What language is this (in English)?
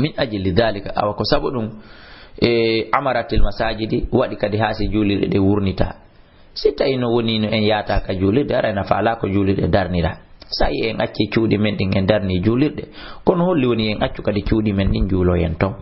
Fula